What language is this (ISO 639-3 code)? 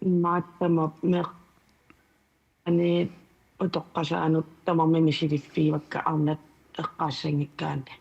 kal